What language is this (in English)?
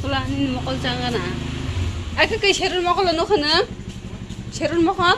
Kok Borok